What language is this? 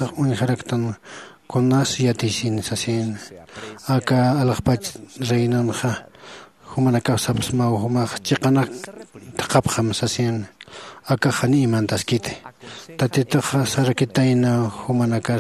Aymara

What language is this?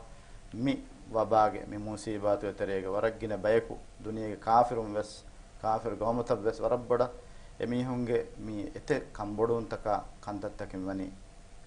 Divehi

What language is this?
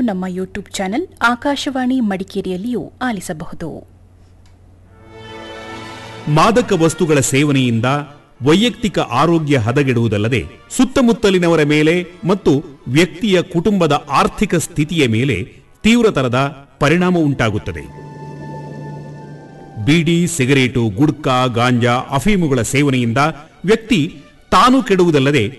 Kannada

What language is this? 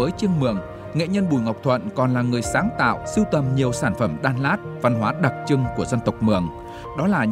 Vietnamese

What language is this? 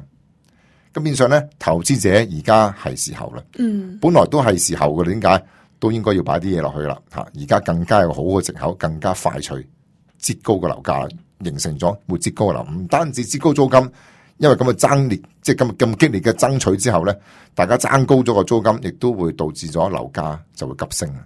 Cantonese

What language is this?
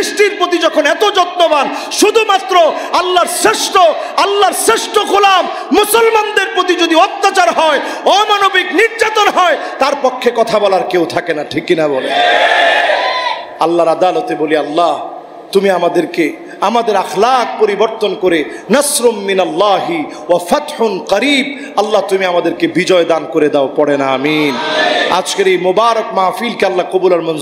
Bangla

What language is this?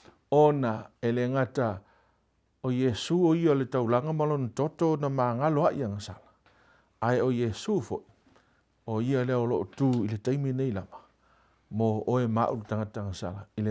Samoan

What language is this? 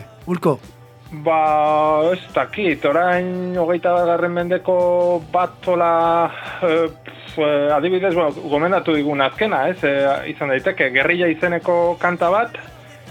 Basque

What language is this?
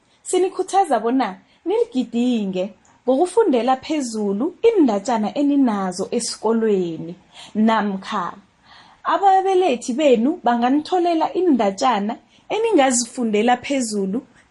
South Ndebele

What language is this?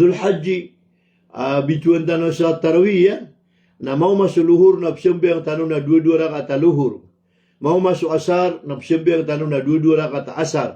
Maranao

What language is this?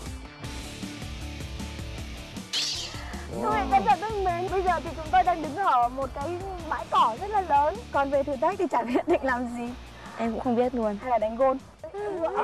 Vietnamese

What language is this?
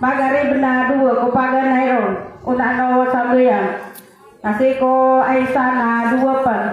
Maranao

